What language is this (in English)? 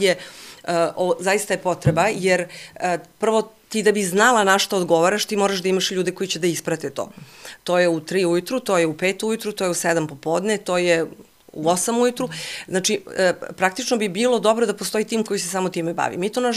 Serbian